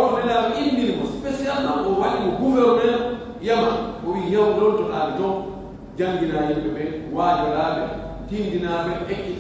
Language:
Pular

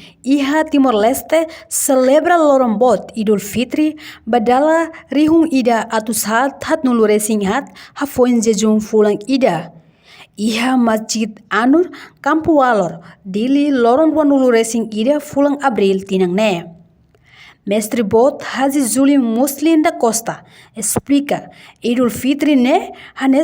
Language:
Tetum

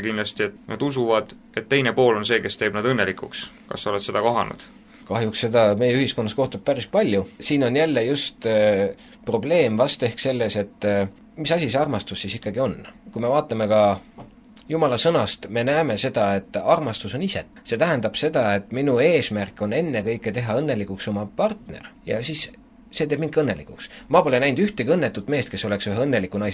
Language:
Estonian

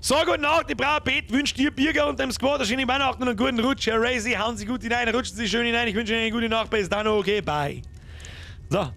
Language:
Bavarian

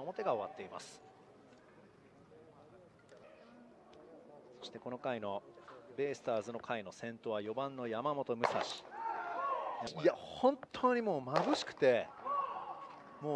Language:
Japanese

